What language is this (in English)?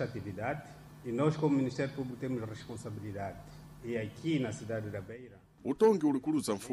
Sena